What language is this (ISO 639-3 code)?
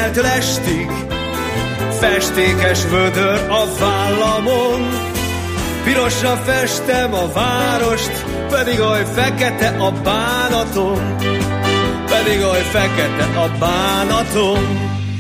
hun